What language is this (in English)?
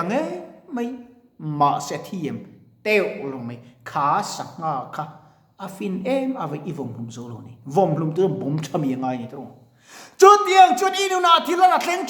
Mizo